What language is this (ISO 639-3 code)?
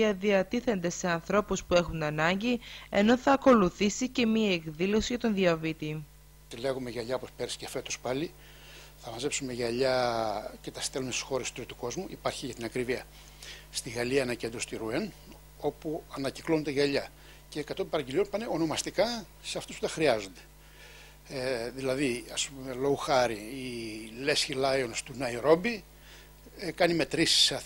ell